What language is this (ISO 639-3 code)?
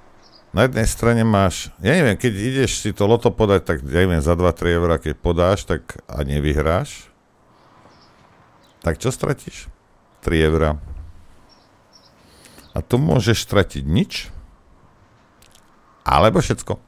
slk